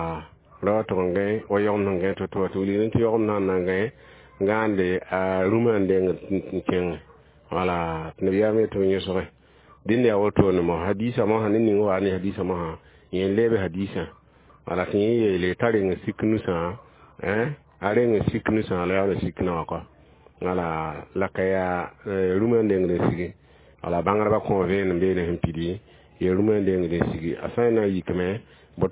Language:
Mossi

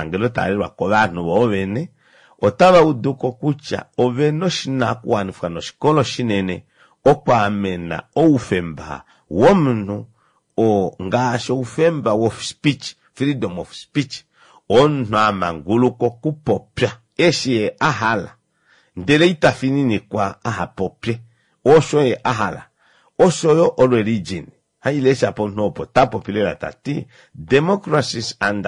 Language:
Kuanyama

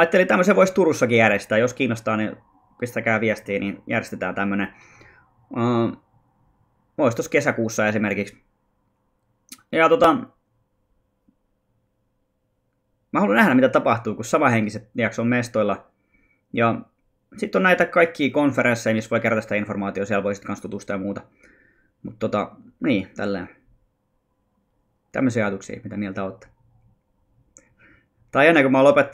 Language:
Finnish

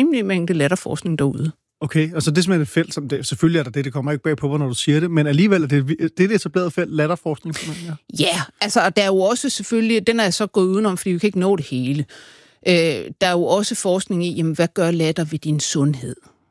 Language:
Danish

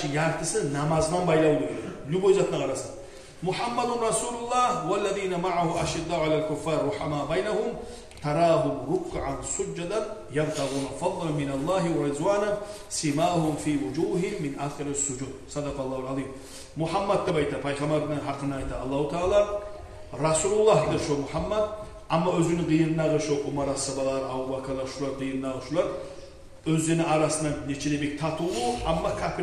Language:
Kumyk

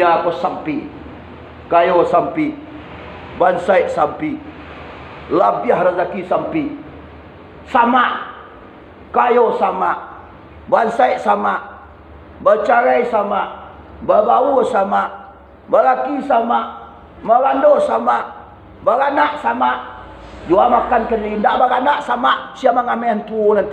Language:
Minangkabau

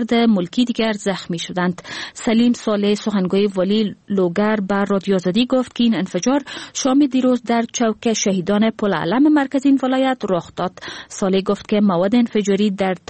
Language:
Persian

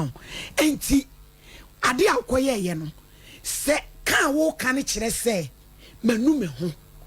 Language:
Akan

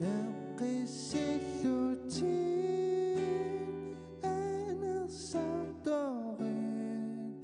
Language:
Kalaallisut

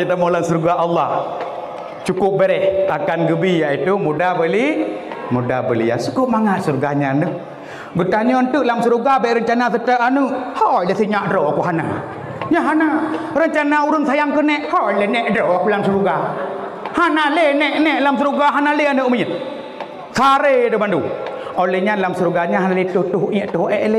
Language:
Achinese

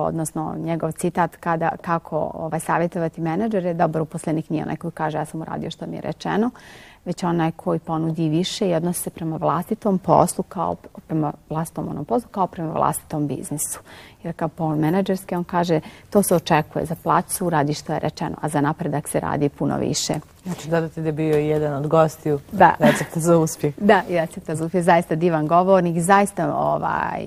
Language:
Bosnian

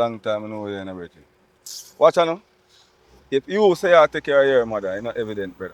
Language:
Jamaican Creole English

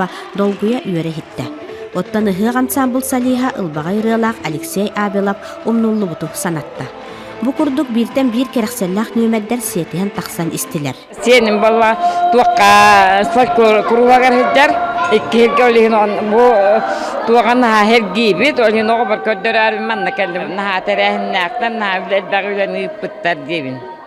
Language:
Yakut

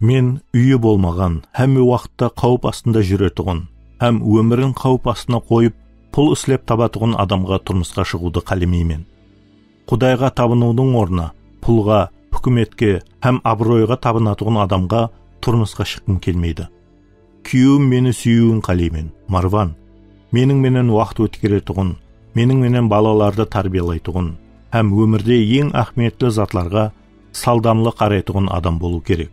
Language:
Kara-Kalpak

